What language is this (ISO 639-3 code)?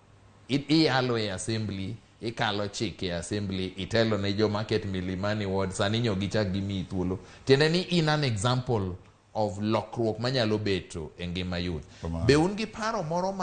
luo